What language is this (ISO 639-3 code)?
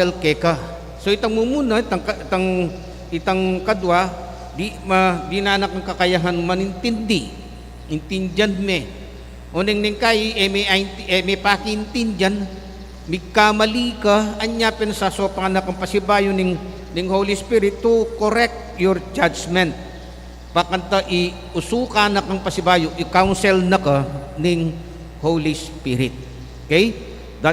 pam